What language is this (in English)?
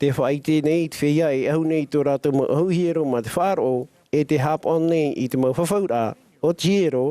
Tahitian